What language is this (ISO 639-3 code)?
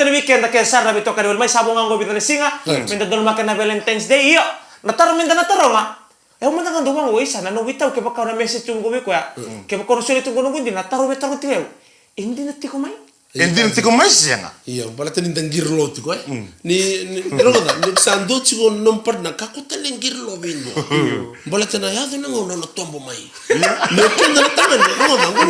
fij